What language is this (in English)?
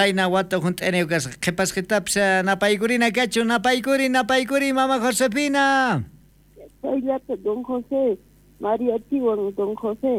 South Bolivian Quechua